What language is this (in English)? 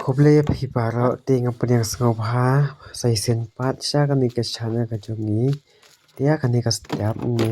Khasi